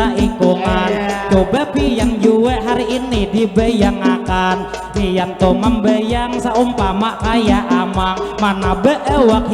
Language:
Banjar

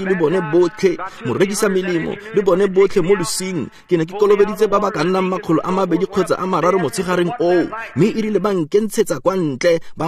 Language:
Tswana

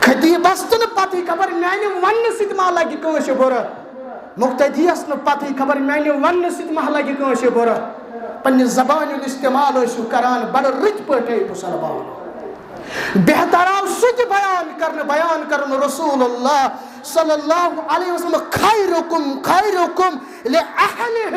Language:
Kashmiri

